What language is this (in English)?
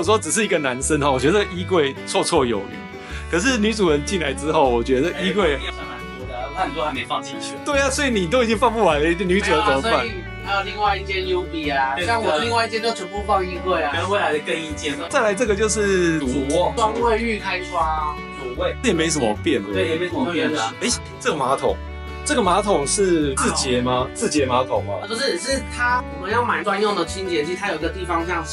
Chinese